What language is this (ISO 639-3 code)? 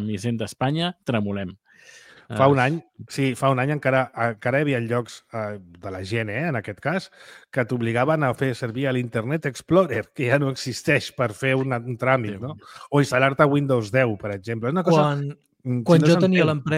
cat